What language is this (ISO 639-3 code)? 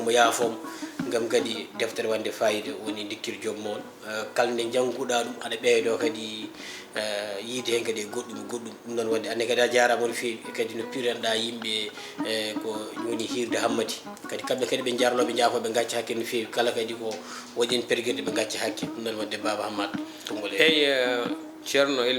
ful